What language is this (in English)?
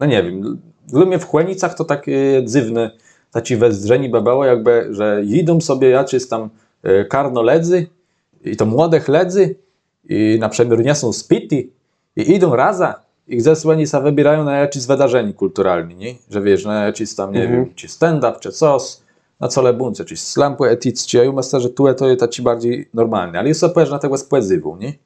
Kashubian